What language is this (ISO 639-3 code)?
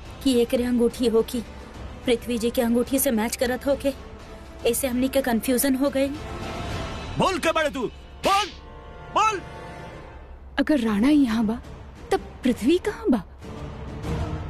bho